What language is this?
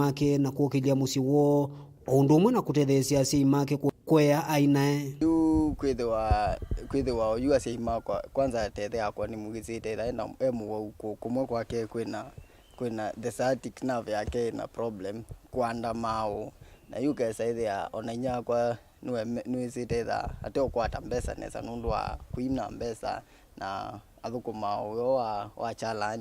Kamba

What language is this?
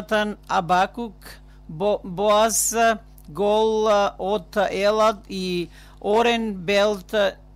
Macedonian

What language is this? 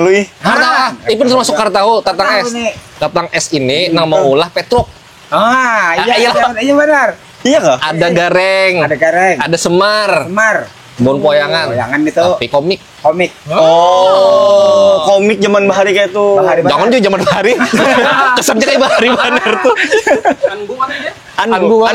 Banjar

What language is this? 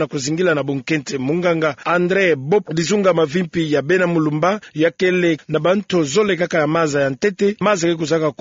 Kituba (Democratic Republic of Congo)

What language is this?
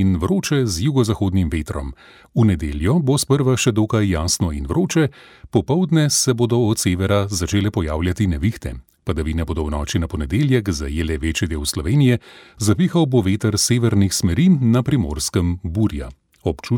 Slovenian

